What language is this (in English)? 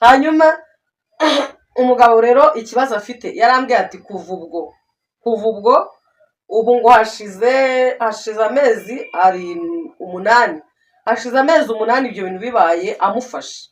Kinyarwanda